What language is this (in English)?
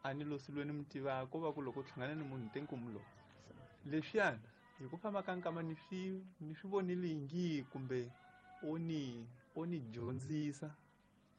Tsonga